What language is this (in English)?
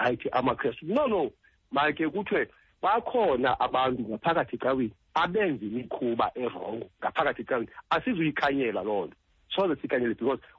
Xhosa